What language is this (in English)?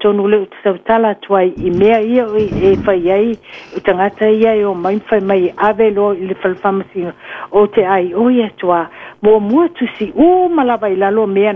Samoan